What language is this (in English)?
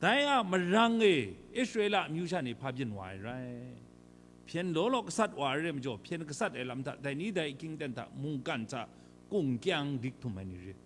Kachin